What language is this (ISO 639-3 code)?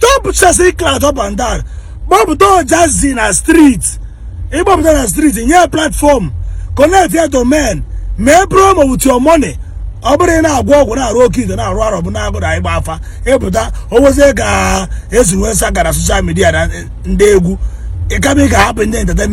ibo